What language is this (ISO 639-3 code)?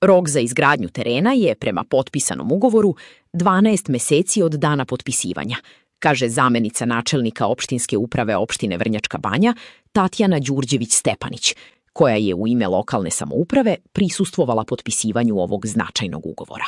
srp